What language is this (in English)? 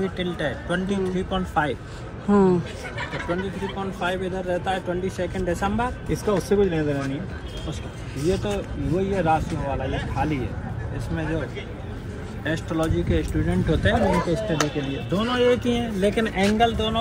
Hindi